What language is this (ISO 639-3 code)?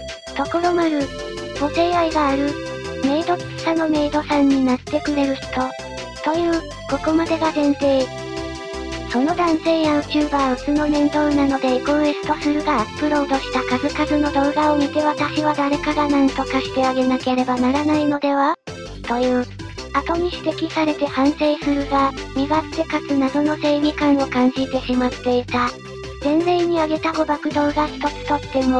jpn